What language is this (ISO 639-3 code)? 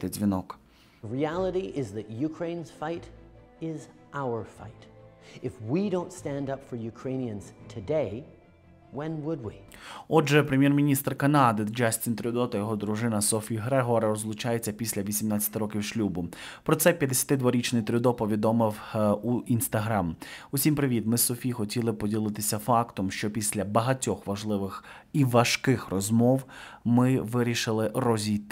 ukr